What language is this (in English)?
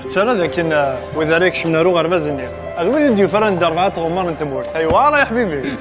Kabyle